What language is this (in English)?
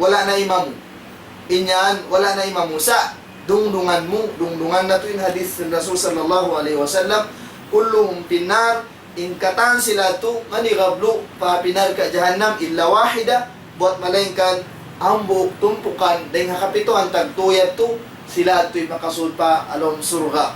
Tausug